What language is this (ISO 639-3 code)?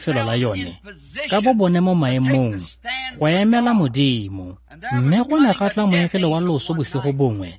tsn